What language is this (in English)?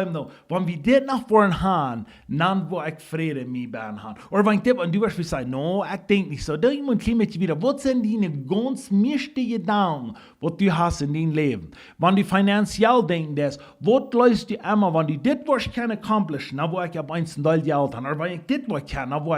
Plautdietsch